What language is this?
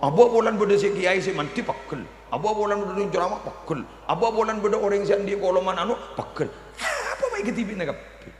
Madurese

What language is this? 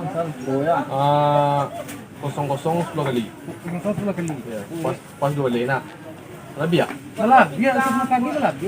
Minangkabau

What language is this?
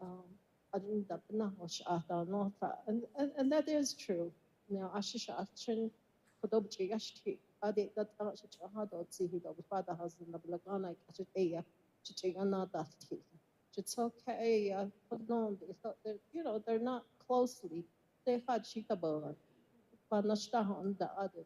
Navajo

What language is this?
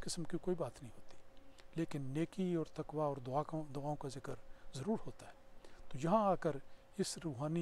Urdu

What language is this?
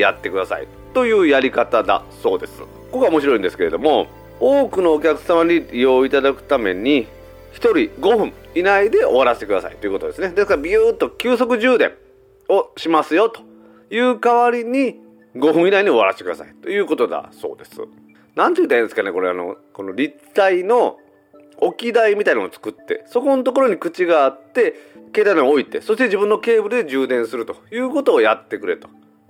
Japanese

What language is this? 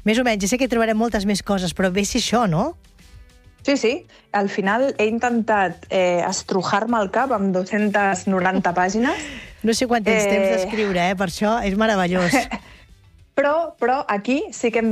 Catalan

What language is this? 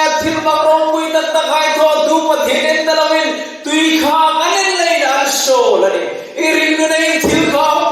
Hmar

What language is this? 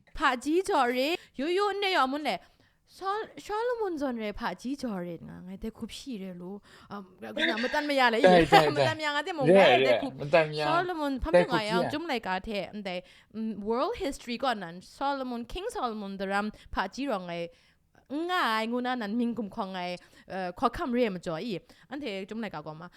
Kachin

